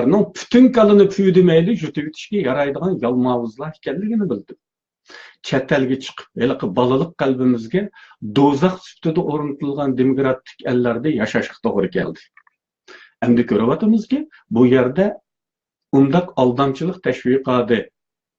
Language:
Uyghur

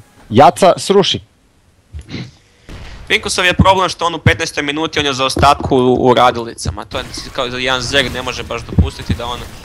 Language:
Croatian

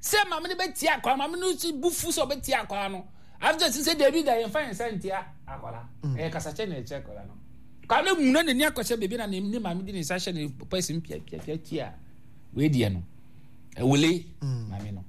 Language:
Akan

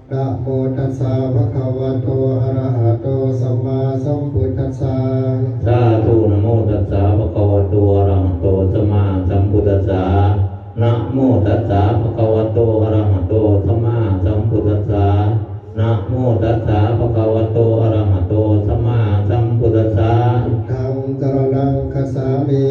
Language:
Pali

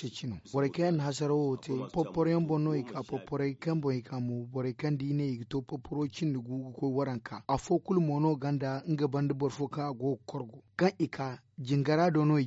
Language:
Zarma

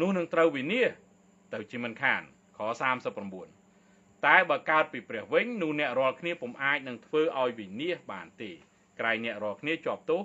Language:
Khmer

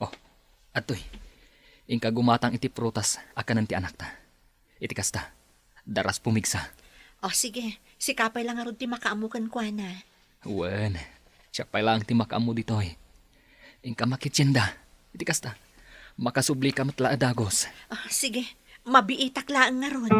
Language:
Iloko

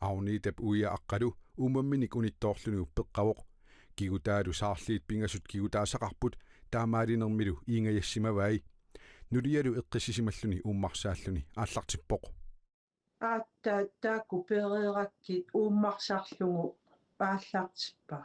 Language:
Kalaallisut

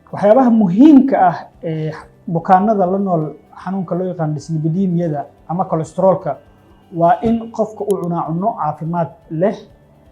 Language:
Somali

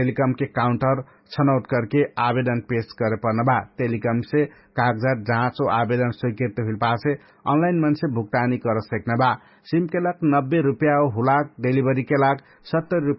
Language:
Dangaura Tharu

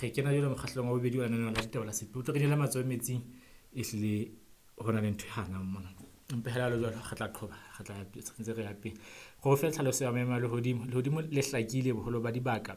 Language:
Southern Sotho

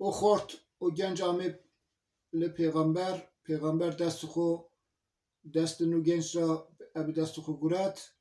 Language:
Zaza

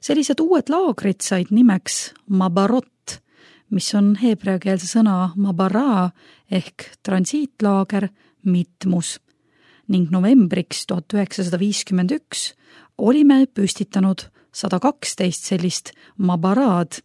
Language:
Estonian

